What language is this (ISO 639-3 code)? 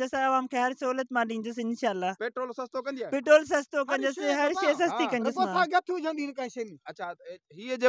snd